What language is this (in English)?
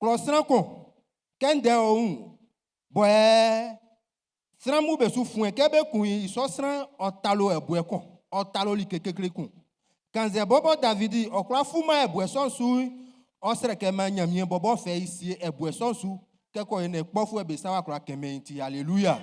Baoulé